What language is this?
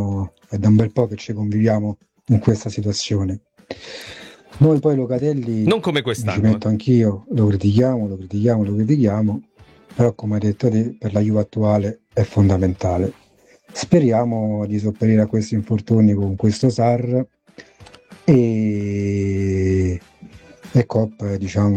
Italian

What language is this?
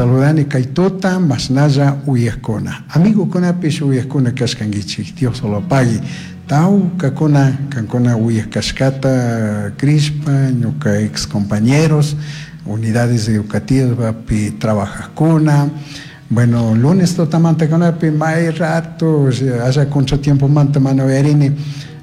Chimborazo Highland Quichua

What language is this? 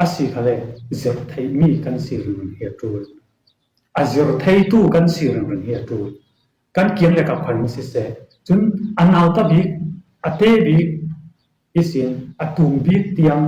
Falam Chin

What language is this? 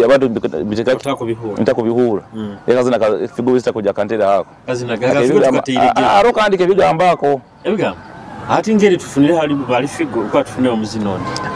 Nyoro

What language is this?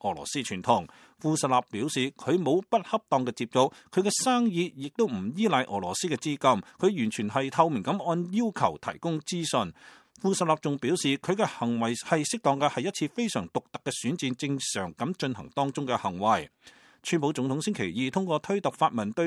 Cantonese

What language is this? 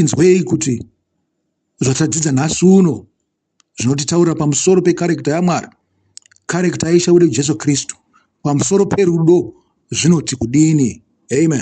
Shona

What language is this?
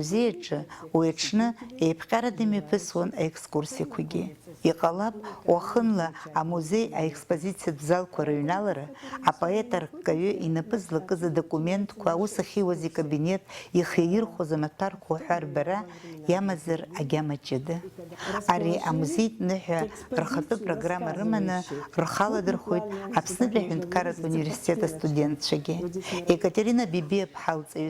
Abkhazian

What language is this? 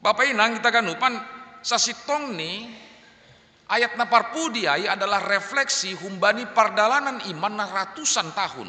Batak Simalungun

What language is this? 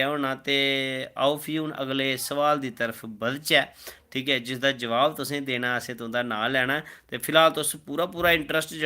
Dogri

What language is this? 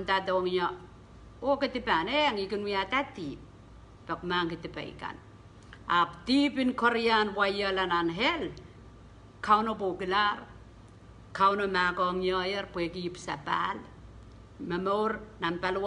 Pohnpeian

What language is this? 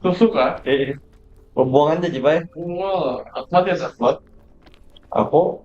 Banjar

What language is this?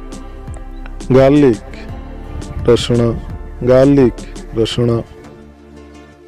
Odia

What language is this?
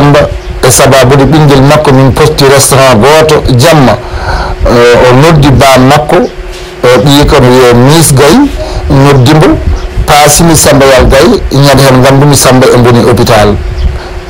Fula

